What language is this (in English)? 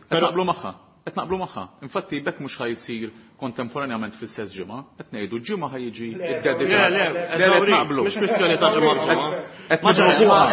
Maltese